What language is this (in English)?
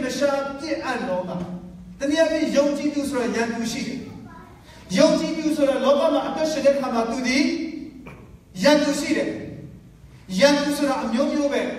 Burmese